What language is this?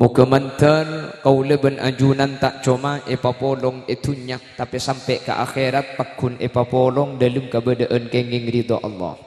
Madurese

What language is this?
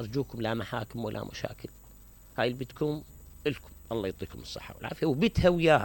Mesopotamian Arabic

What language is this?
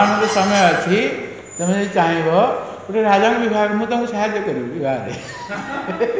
Odia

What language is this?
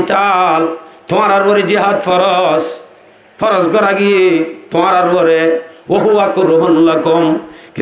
Rohingya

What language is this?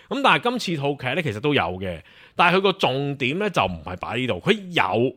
Cantonese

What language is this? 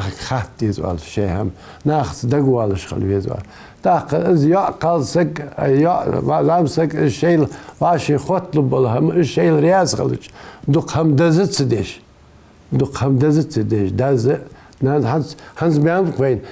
Ingush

